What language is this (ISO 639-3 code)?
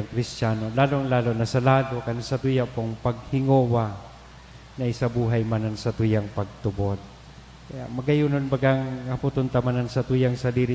bik